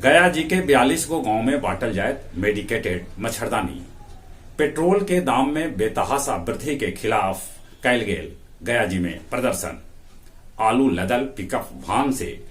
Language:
Magahi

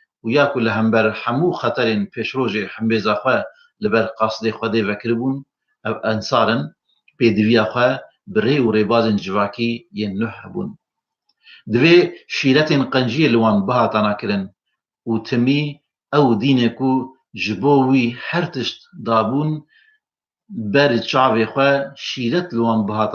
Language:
Kurdish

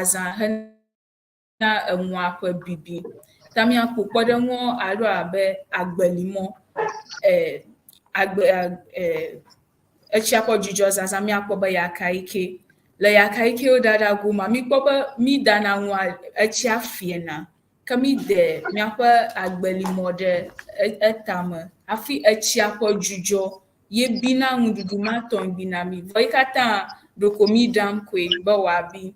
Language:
Ewe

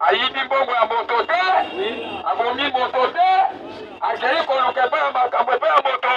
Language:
Lingala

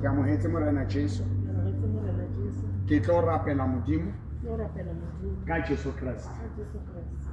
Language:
Southern Sotho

